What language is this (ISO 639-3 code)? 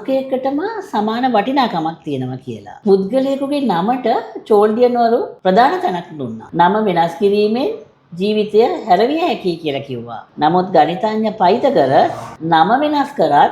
sin